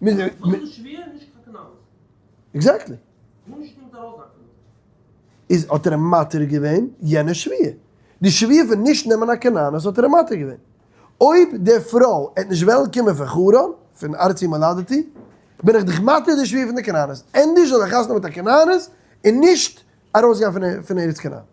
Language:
Yiddish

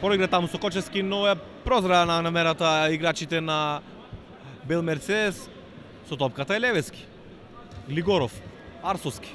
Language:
Macedonian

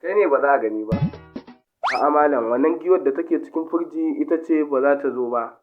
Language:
Hausa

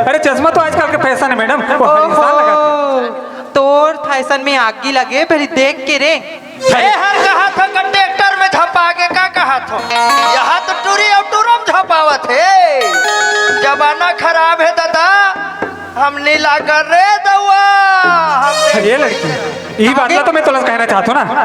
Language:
Chhattisgarhi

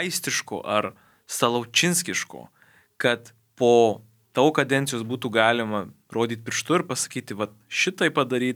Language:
Lithuanian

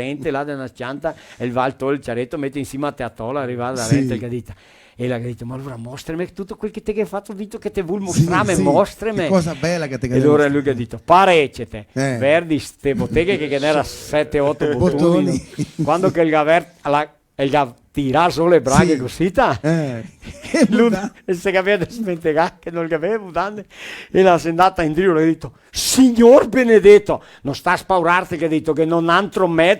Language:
Venetian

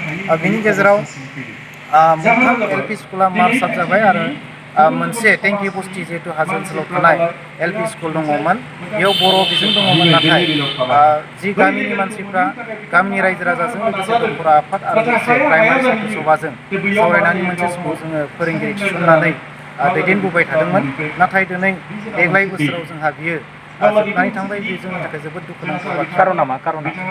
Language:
Bodo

